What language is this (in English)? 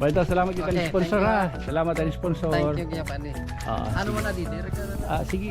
Waray